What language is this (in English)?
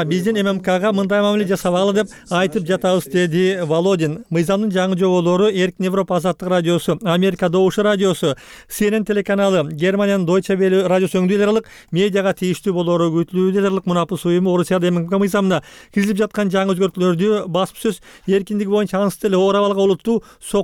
Kyrgyz